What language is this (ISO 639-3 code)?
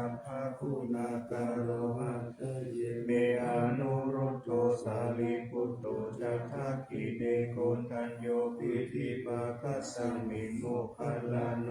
pli